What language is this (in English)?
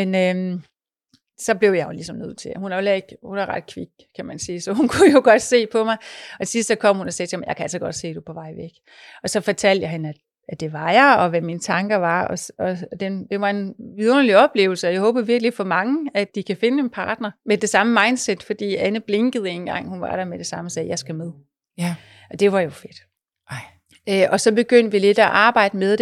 Danish